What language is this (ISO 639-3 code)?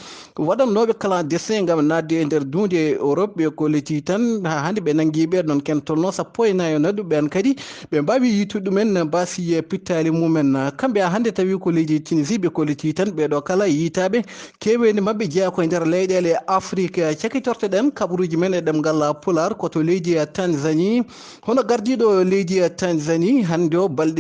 ful